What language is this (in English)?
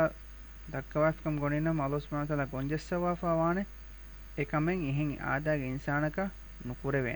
Divehi